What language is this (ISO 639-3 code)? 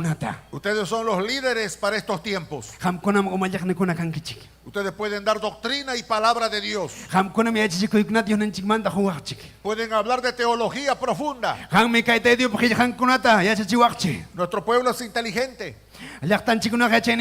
quy